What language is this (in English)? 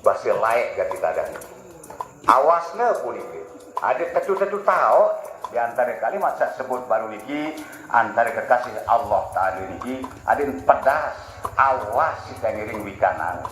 Sasak